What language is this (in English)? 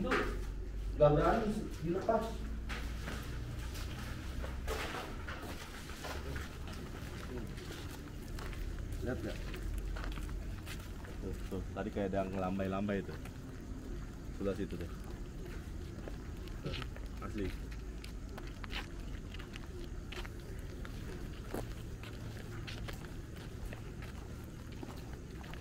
Indonesian